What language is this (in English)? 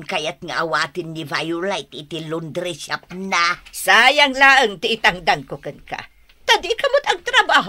Iloko